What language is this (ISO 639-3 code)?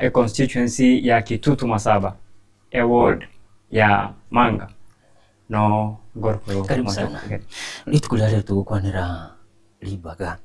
guz